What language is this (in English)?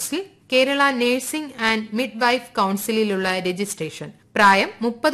Malayalam